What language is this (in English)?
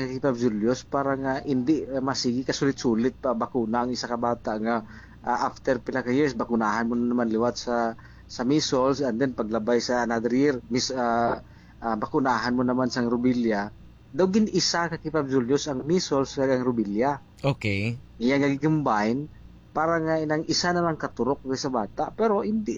Hiligaynon